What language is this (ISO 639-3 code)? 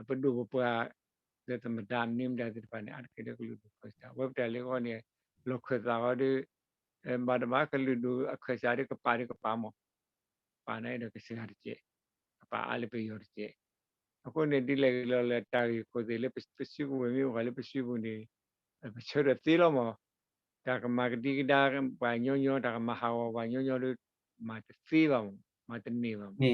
ksw